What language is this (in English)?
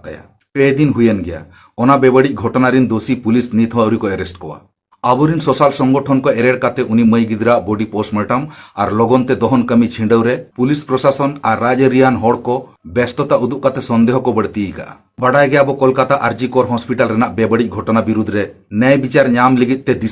Santali